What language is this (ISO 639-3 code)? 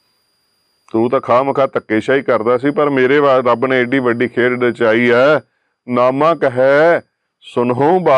pan